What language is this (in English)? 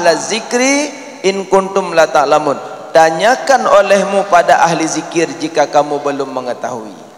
Achinese